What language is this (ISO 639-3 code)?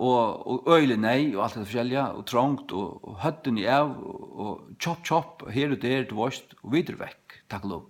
fao